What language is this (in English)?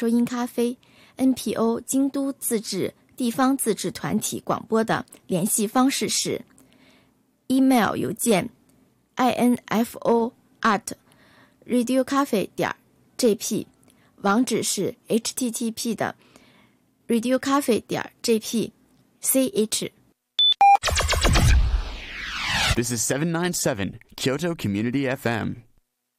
Japanese